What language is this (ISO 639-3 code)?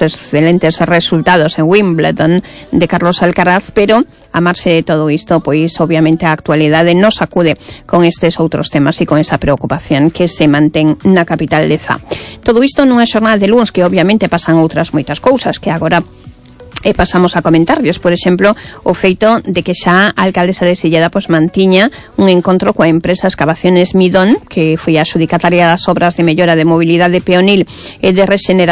glg